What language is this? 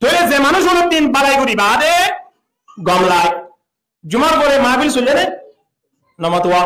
Rohingya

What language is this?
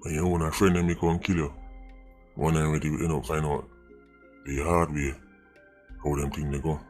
Jamaican Creole English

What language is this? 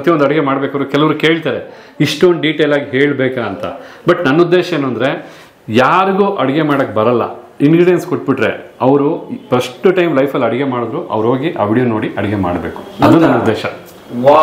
Kannada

